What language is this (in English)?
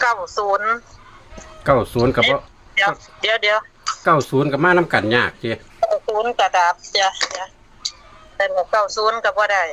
Northeastern Thai